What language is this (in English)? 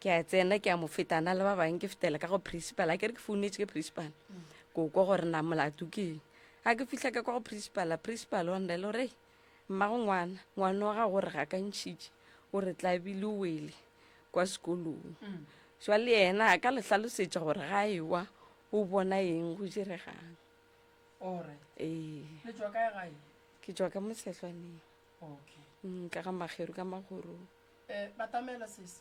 Northern Sotho